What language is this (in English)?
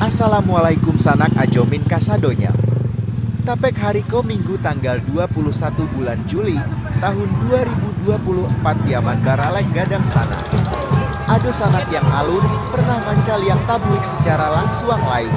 Minangkabau